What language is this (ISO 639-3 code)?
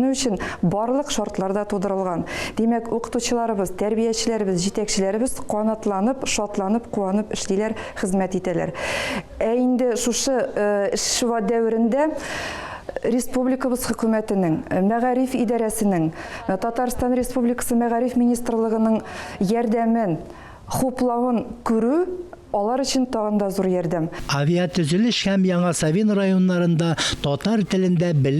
tat